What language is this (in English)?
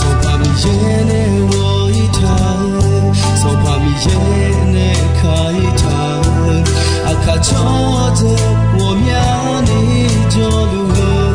Akha